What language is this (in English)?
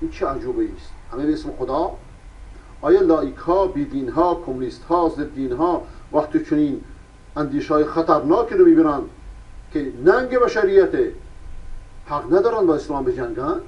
Persian